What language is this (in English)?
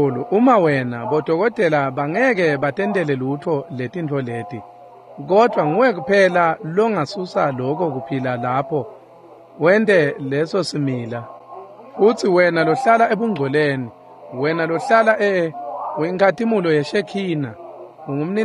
Swati